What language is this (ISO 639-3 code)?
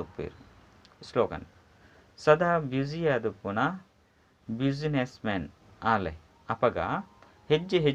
tcy